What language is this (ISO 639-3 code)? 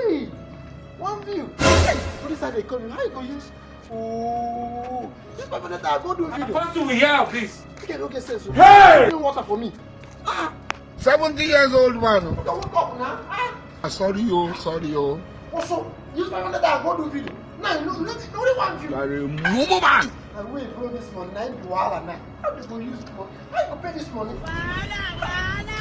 pcm